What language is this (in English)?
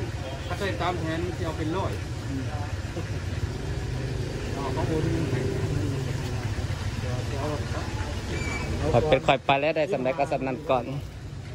Thai